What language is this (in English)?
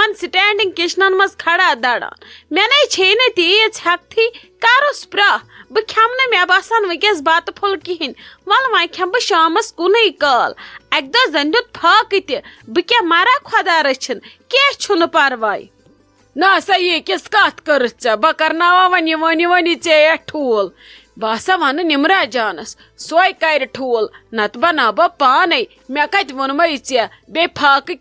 Kashmiri